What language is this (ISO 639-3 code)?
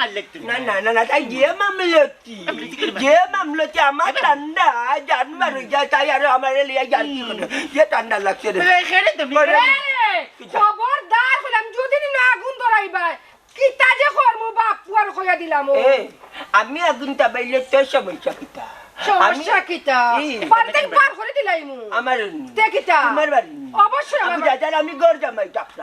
syl